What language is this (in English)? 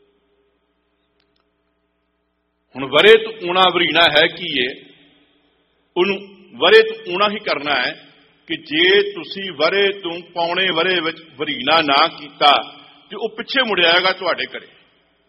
Punjabi